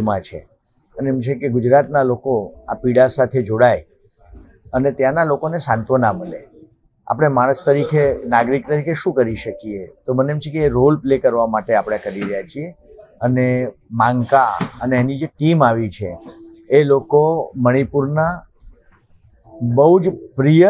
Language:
Gujarati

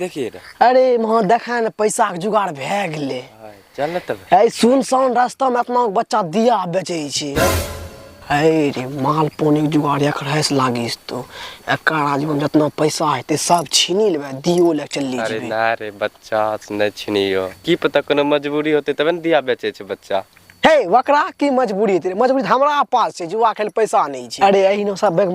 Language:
Angika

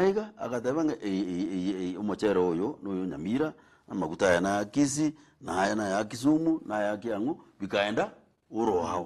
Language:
Gusii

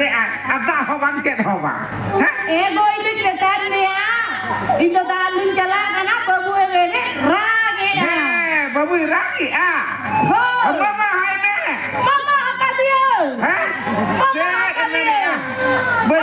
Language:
Santali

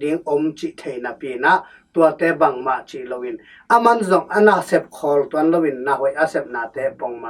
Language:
Tedim Chin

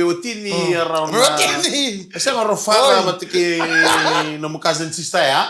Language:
Fijian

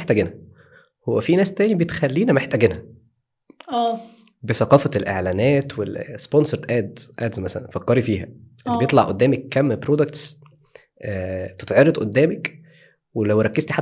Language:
Egyptian Arabic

